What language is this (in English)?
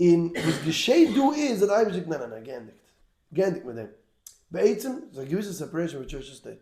Yiddish